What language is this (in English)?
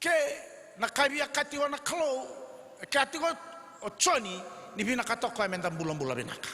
Fijian